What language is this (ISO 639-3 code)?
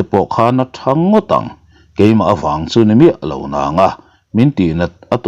lus